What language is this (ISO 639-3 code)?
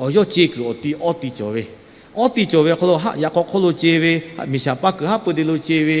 lhu